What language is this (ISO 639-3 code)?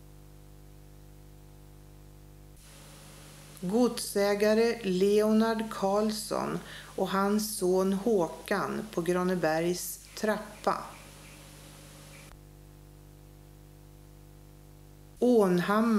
swe